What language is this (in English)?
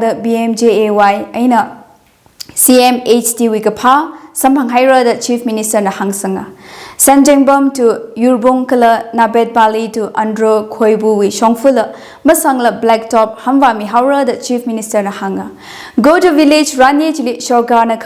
Tangkhul Naga (India)